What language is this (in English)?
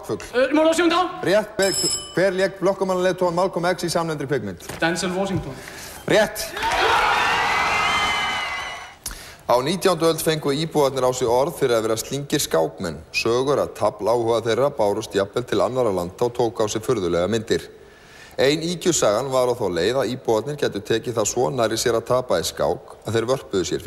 Icelandic